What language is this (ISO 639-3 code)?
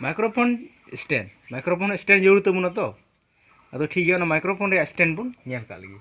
sat